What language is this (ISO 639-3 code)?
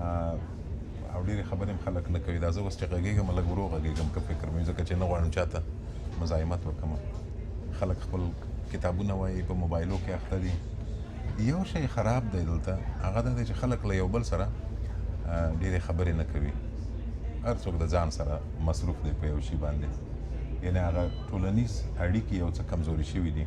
pus